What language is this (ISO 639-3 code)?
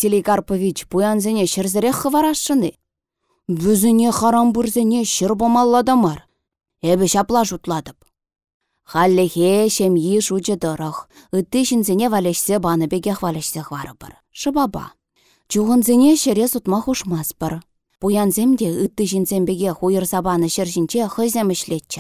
chv